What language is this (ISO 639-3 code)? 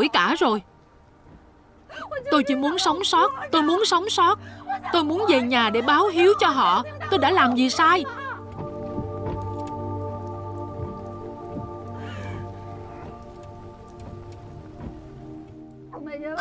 vie